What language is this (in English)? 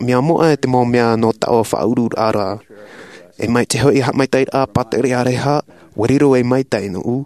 Tahitian